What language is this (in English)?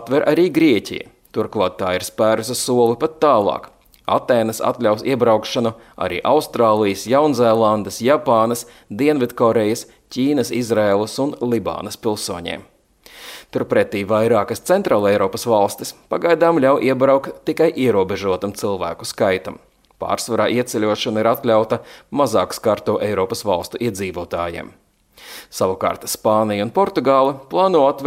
Latvian